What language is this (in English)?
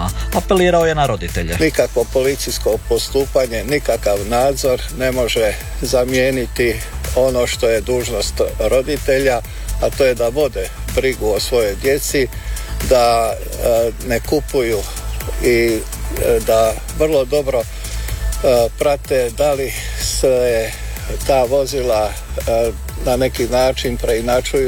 Croatian